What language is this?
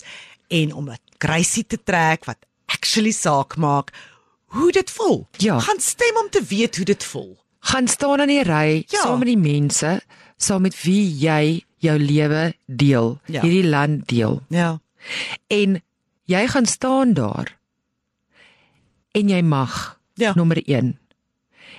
Afrikaans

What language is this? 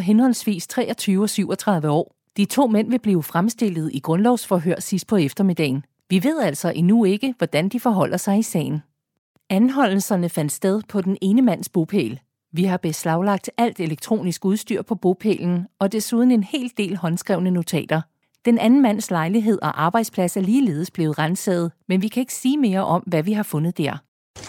Danish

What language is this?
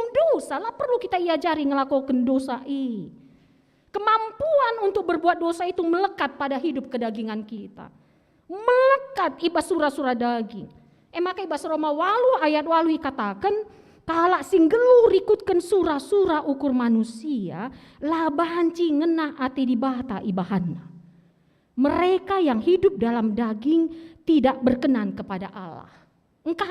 Batak Karo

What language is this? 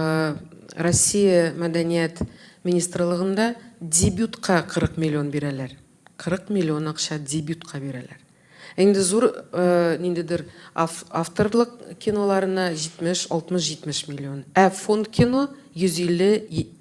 Tatar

